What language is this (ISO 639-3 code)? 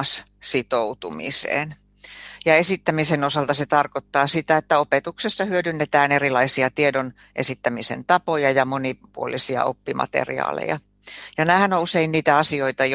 fin